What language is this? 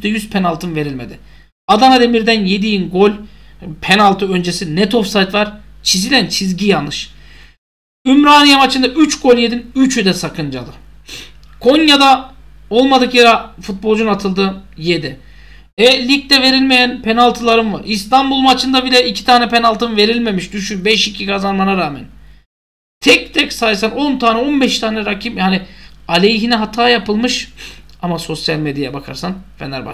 Turkish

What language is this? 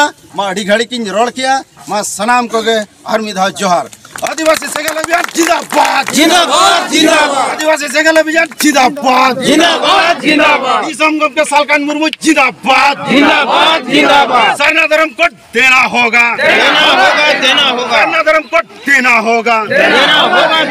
Santali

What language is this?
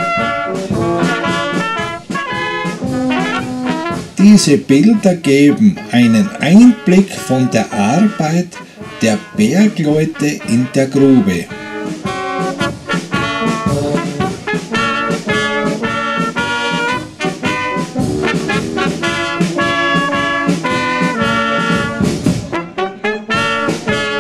German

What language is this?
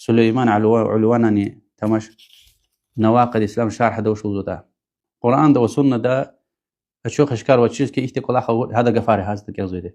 Lezghian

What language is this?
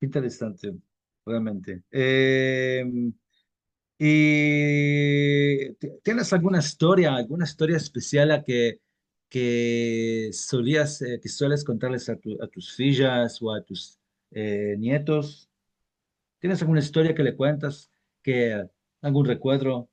Ladino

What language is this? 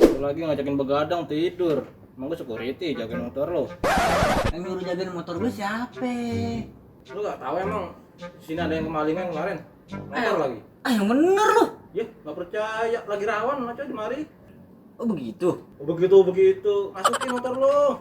Betawi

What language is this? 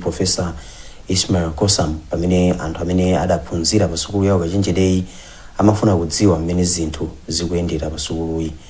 Nyanja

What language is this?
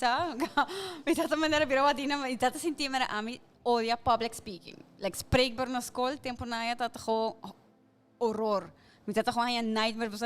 Papiamento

